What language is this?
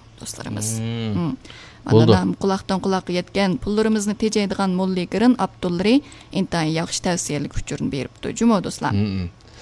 Uyghur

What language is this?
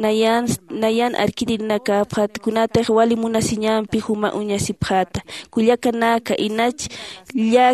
Aymara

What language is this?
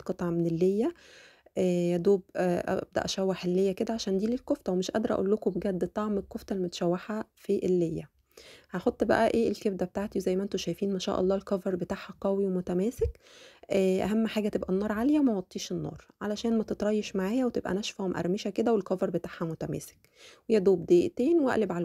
Egyptian Arabic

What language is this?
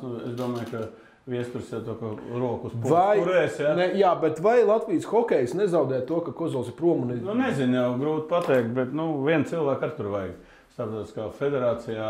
Latvian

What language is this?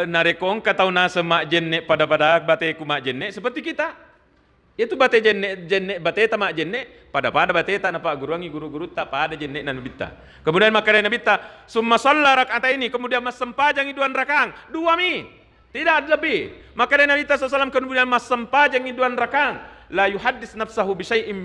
Buginese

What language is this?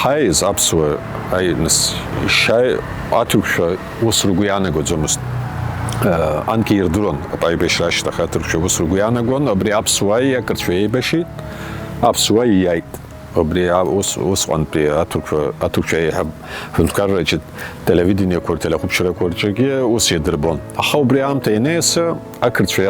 Abkhazian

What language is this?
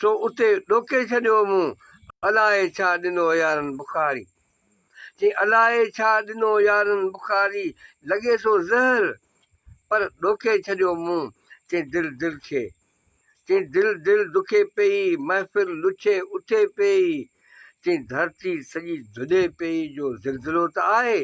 Sindhi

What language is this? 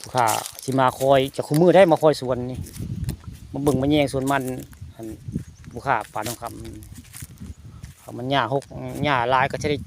Northeastern Thai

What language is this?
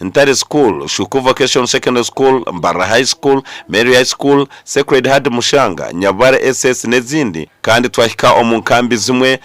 Nyankole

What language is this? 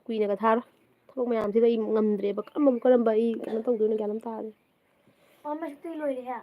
Manipuri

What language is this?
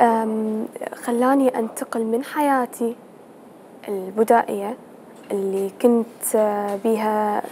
Mesopotamian Arabic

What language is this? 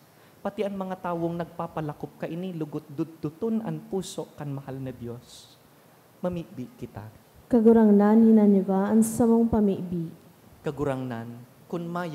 Bikol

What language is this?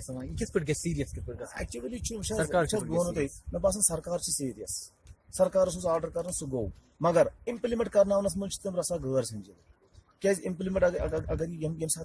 Kashmiri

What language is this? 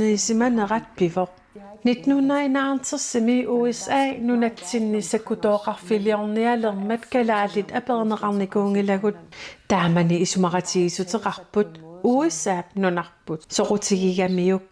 Kalaallisut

